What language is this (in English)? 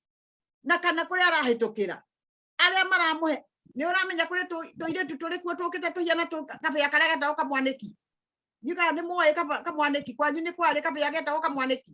Kikuyu